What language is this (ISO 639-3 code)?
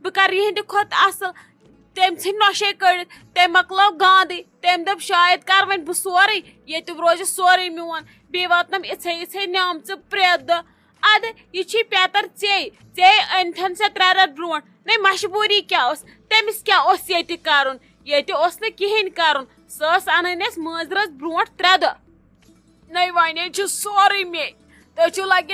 kas